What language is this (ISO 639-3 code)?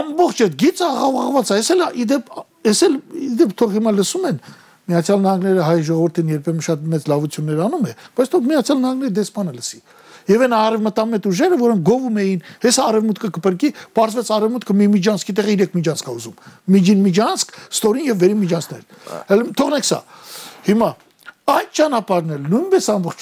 hye